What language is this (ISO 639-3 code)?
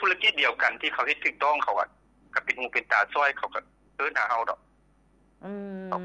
lao